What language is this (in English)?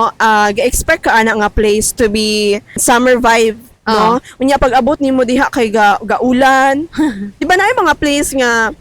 Cebuano